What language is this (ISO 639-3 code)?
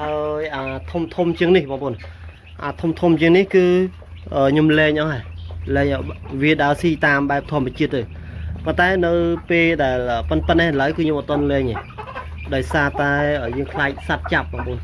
khm